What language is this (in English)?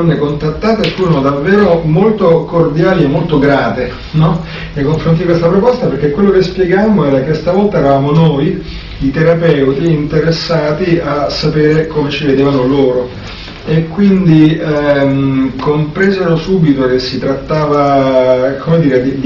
Italian